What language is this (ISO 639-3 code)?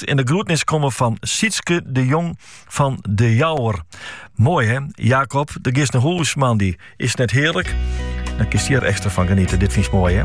nld